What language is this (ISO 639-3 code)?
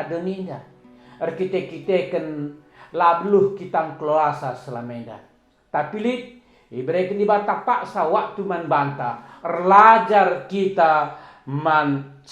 btx